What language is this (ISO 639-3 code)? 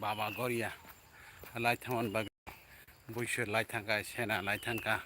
trp